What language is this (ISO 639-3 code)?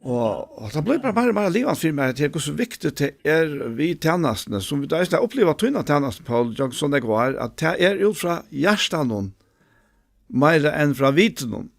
fao